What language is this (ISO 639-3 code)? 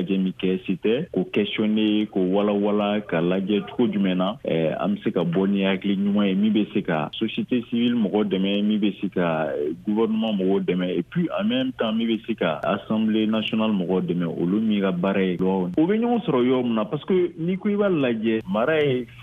bam